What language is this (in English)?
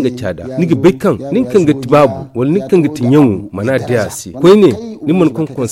Zarma